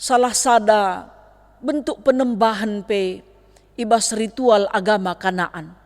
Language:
Batak Karo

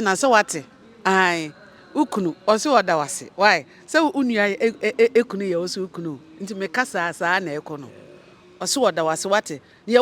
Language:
Akan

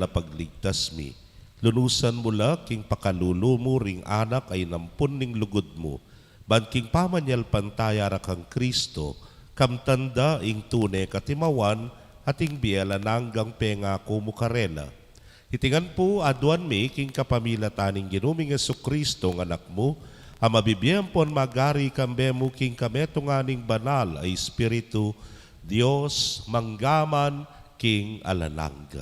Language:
Pampanga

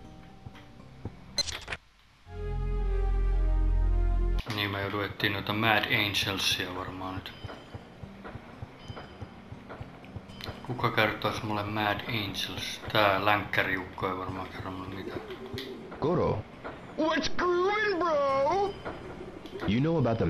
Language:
Finnish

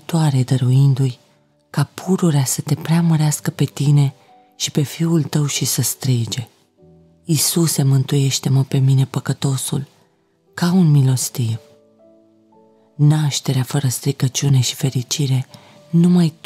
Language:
Romanian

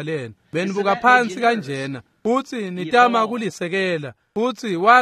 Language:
Swati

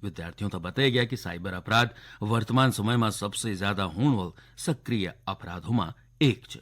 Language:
Garhwali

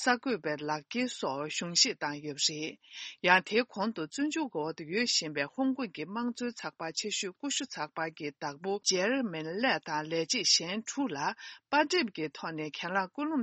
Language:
Tibetan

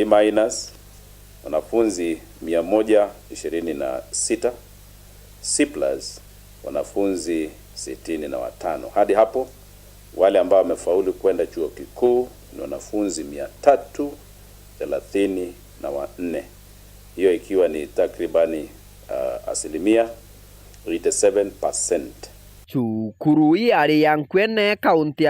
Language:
Meru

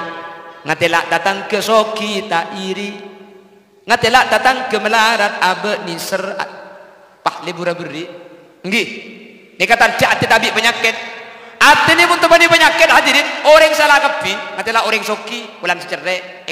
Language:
Madurese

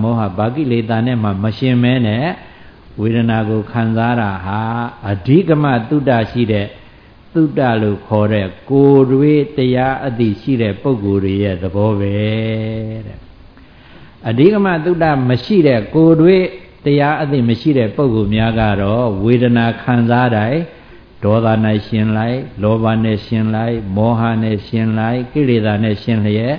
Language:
Burmese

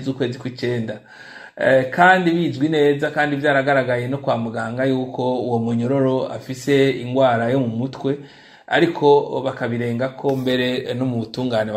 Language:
Rundi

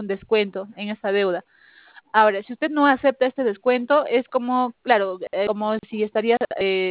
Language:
Spanish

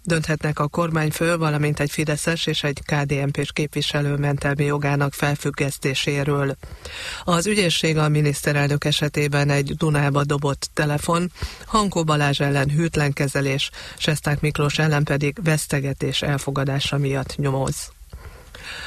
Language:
Hungarian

